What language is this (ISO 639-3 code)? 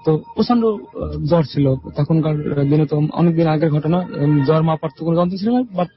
ben